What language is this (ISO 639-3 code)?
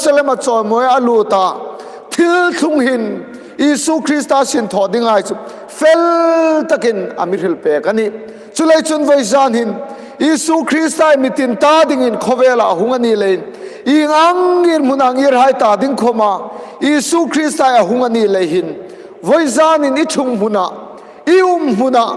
hmr